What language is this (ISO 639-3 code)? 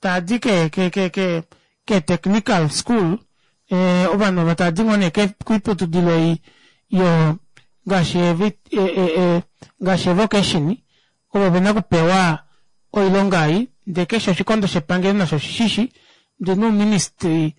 kua